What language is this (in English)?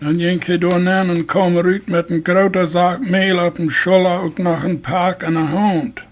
Plautdietsch